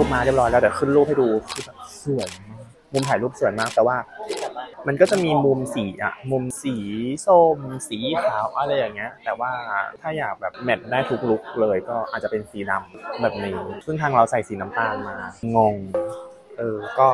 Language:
Thai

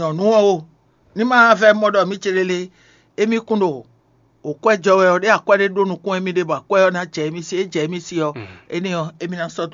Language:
Fon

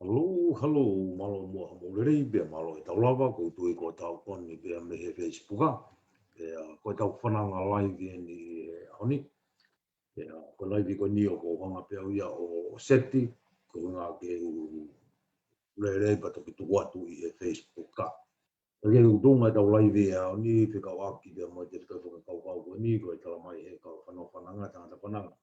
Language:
Tongan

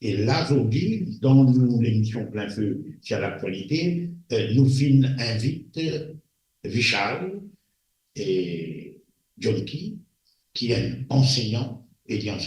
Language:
Morisyen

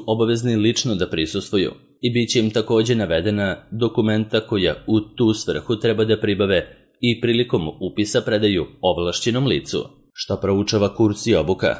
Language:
Serbian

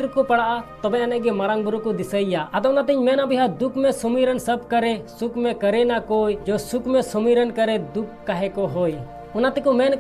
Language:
Santali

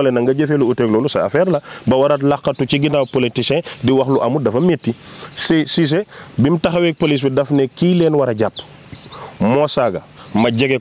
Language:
Wolof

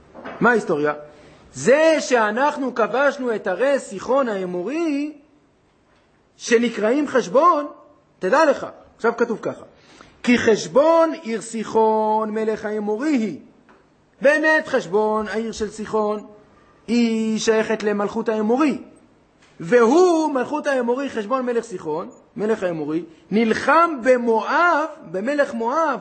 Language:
Hebrew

